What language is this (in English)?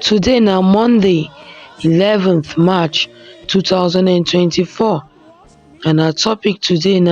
Nigerian Pidgin